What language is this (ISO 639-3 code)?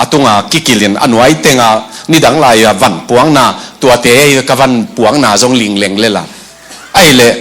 ctd